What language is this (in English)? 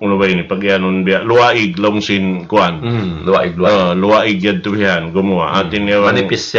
Tausug